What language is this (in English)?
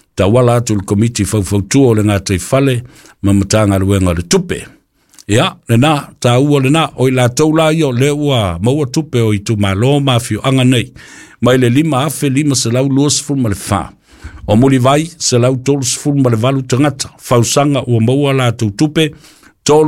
Samoan